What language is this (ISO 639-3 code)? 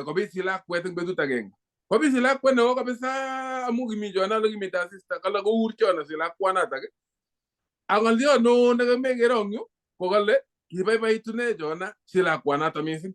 kln